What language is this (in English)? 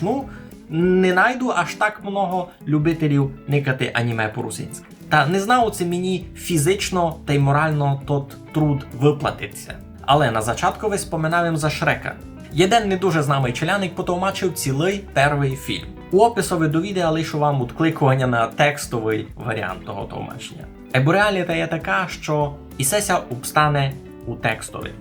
Rusyn